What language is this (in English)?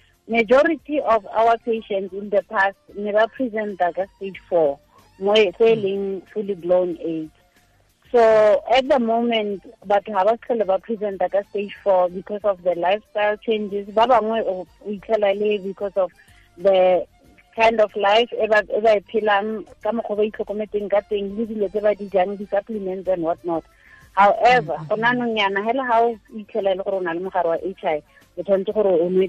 Tswana